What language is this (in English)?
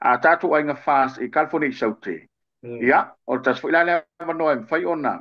Samoan